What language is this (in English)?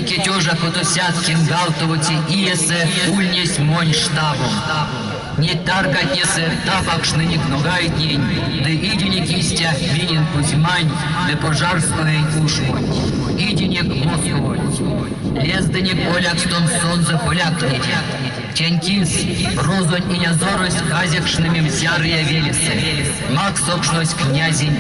Erzya